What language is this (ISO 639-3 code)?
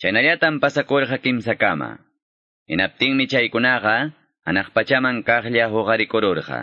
quy